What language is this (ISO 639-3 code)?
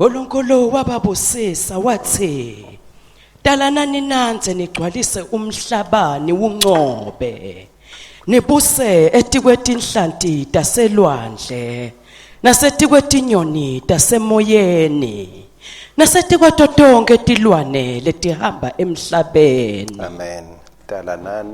ssw